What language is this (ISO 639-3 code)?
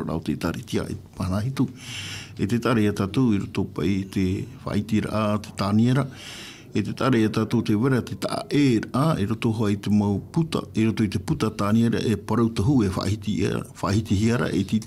tah